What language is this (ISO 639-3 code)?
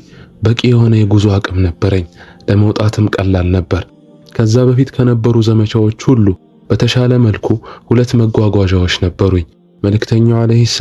amh